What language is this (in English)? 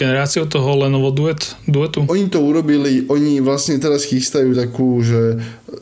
Slovak